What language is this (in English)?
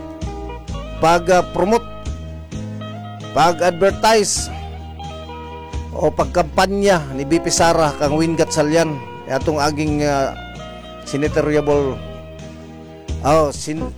Cebuano